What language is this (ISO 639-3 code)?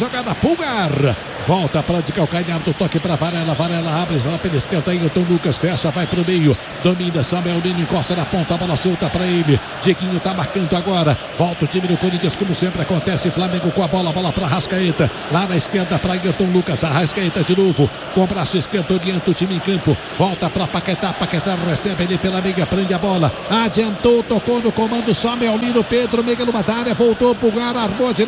por